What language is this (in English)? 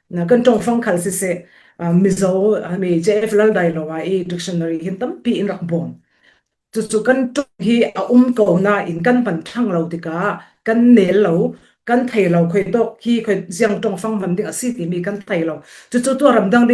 Falam Chin